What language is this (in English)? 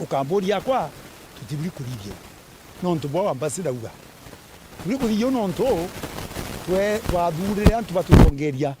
Meru